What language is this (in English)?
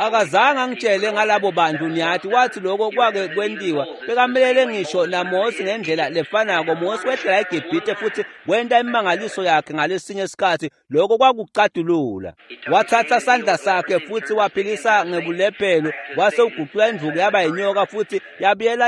Swati